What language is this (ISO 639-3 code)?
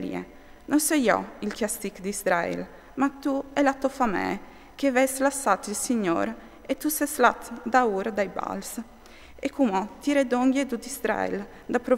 fur